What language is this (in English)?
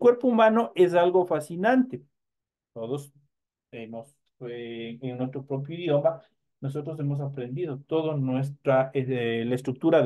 Spanish